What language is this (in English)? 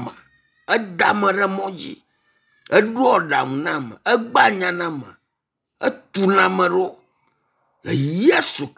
Ewe